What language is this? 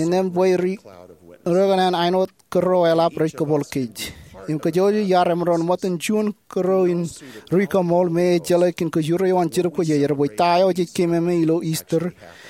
Marshallese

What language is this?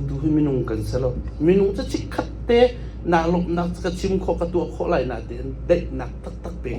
Hakha Chin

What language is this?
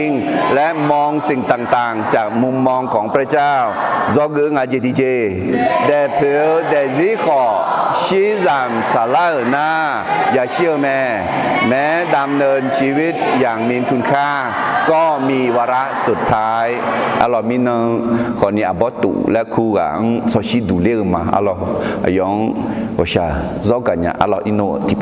Akha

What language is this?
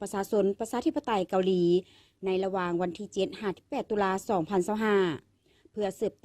Lao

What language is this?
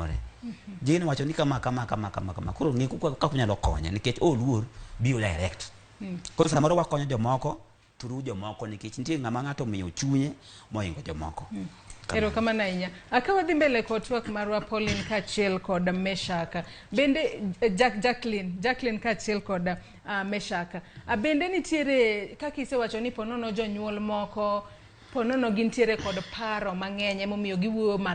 Luo (Kenya and Tanzania)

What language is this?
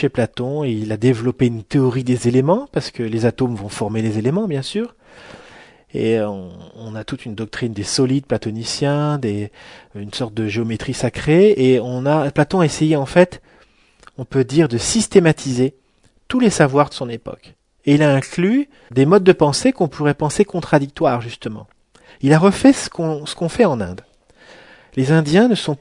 French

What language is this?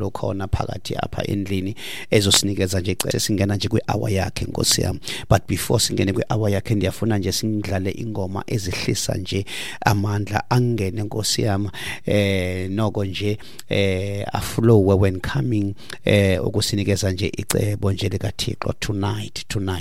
Xhosa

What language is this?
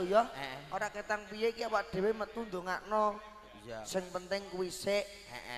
Javanese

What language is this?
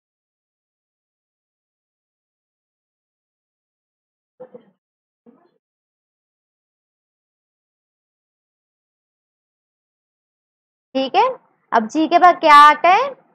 Hindi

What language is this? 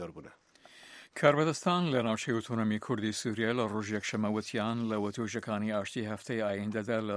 Central Kurdish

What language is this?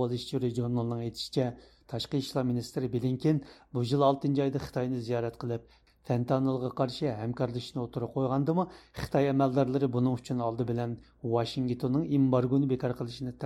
Uyghur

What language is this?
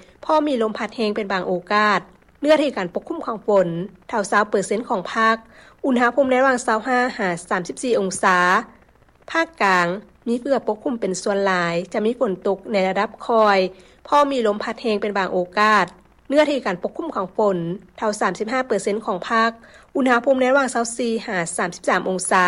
Lao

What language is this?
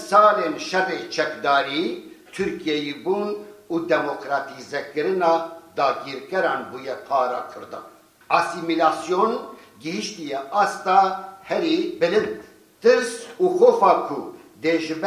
Kurdish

